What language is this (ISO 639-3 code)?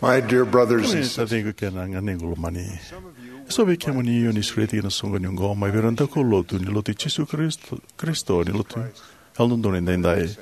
fij